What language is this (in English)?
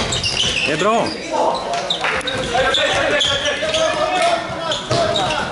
Swedish